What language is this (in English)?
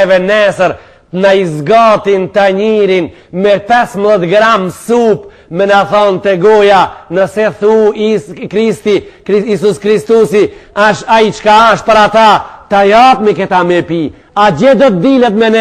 Albanian